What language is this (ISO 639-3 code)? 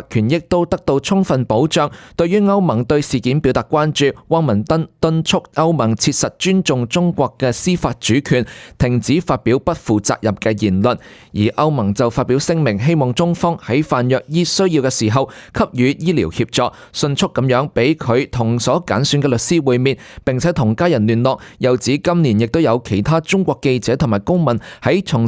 yue